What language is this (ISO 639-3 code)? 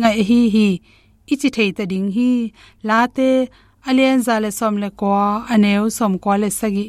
ctd